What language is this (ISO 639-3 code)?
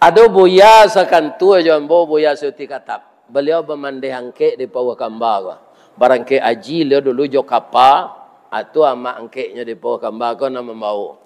min